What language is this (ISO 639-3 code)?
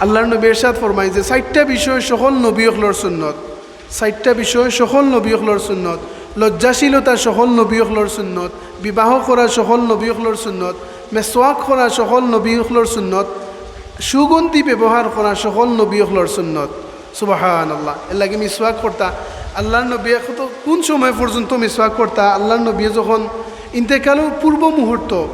syl